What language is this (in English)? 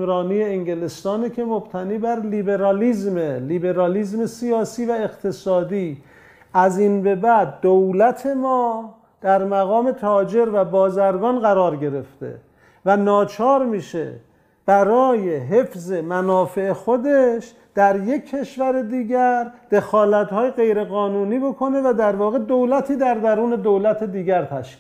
Persian